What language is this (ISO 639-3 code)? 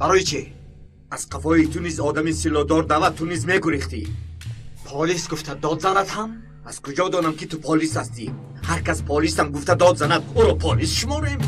tgk